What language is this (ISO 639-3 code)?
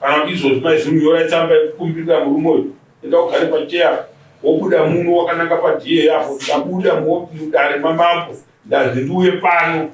sna